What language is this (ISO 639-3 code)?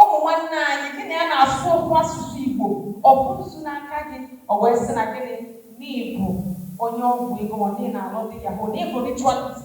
ibo